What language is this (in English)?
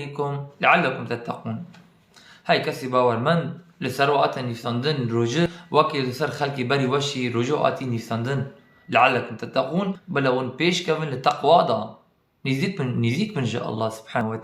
Kurdish